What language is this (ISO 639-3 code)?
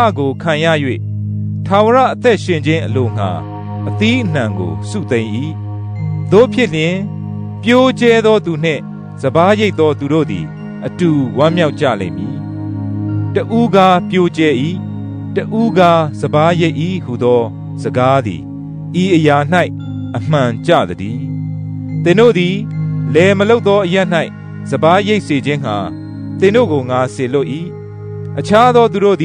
mya